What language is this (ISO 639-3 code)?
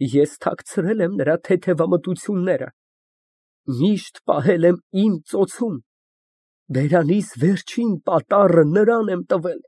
hye